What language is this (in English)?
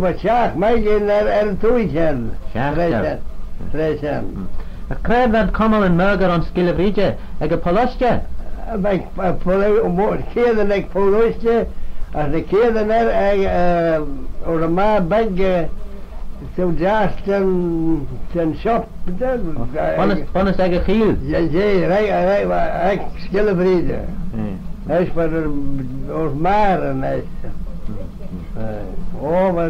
Manx